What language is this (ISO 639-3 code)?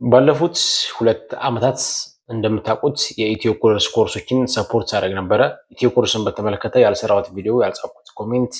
amh